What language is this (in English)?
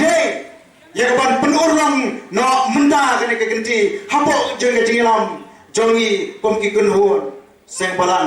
Khasi